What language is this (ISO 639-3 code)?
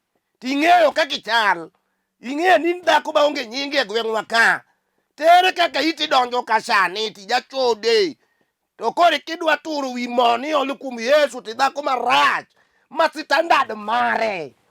luo